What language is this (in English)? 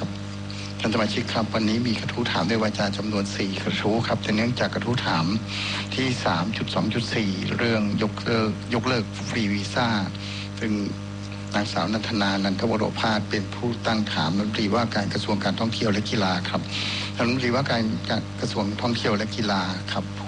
Thai